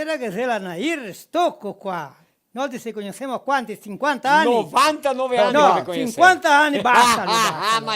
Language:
Venetian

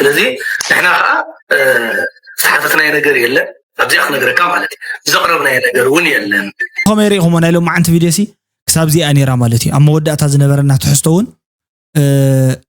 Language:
Tigrinya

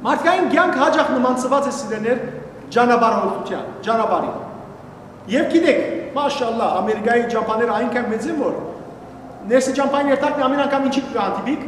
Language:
Western Armenian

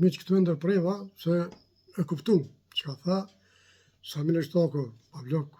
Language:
Albanian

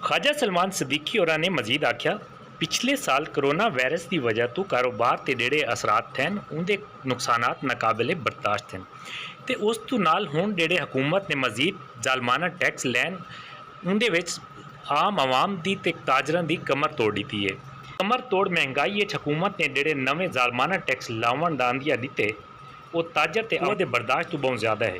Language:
Saraiki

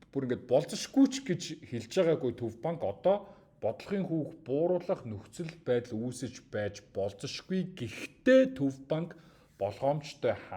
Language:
Mongolian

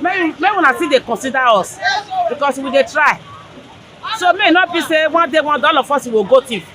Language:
Nigerian Pidgin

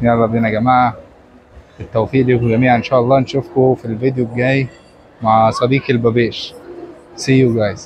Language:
Egyptian Arabic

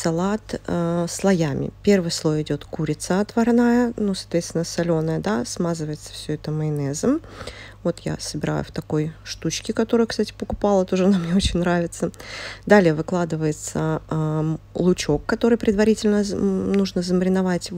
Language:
Russian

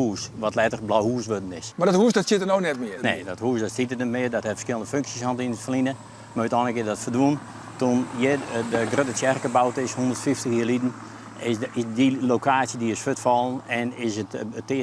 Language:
Western Frisian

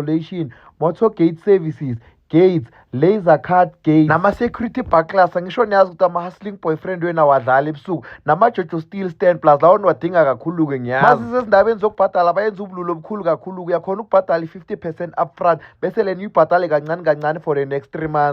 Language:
Zulu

